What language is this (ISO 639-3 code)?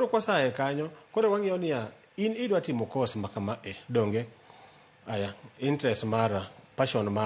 luo